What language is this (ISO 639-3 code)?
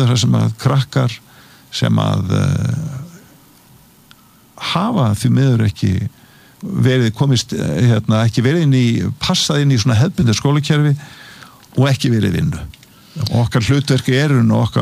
isl